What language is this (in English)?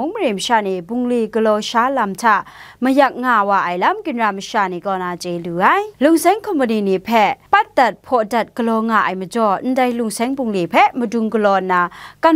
Kachin